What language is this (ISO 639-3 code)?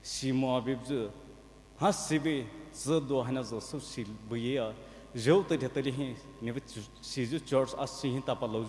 pmx